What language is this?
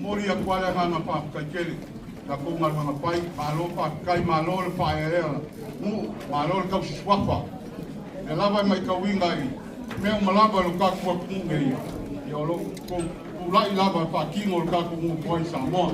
Samoan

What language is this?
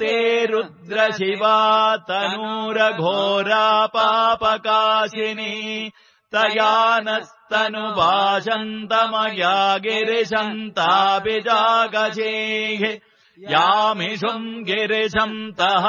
Sanskrit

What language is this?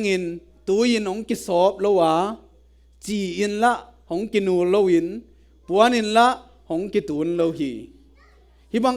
Tedim Chin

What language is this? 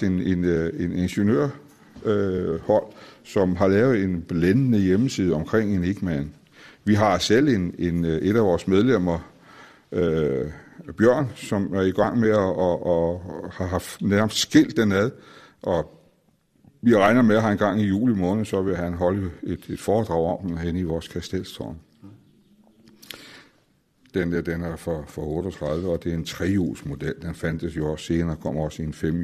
Danish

